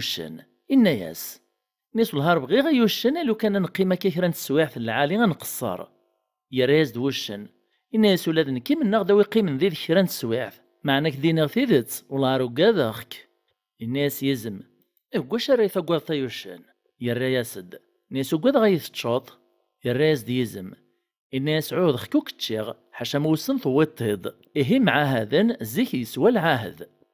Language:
Kabyle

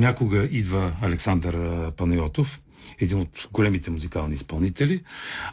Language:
Bulgarian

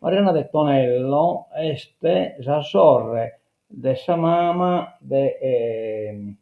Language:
Sardinian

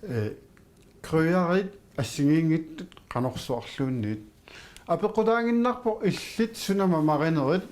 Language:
Kalaallisut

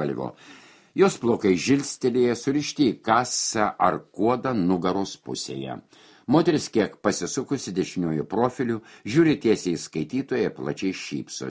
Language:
Lithuanian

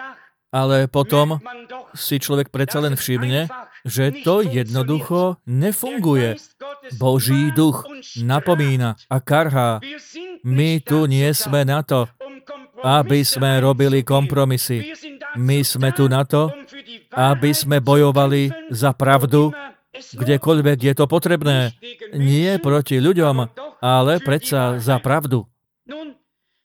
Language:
Slovak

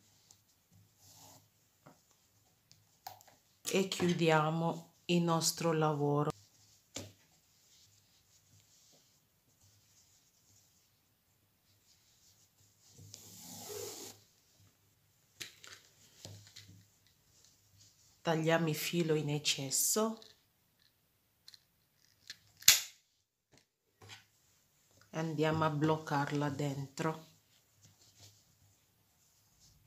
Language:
Italian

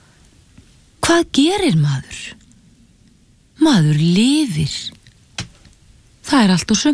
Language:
Icelandic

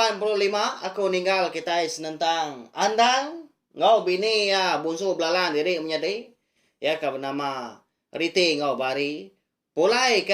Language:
Iban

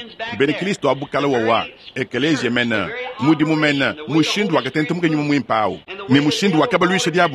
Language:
Luba-Lulua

